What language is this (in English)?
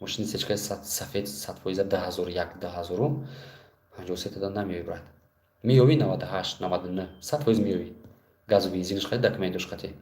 Tajik